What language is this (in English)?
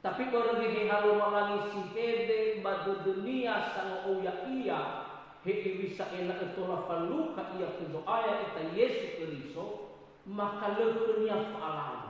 Nias